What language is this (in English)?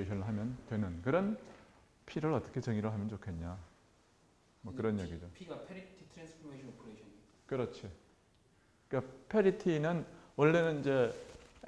Korean